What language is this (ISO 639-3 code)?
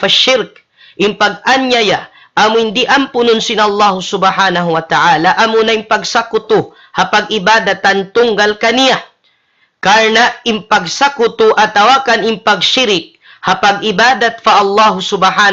tsg